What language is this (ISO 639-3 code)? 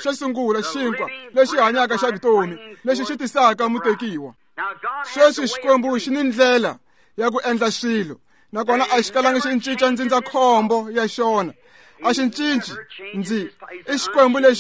tso